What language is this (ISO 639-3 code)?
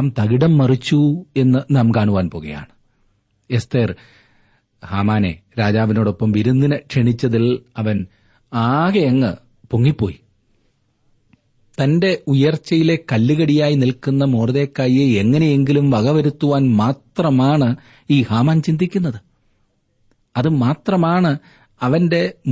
mal